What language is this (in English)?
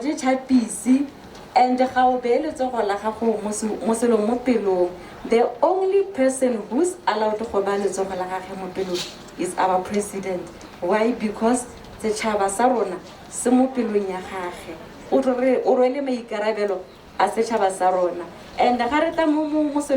Tswana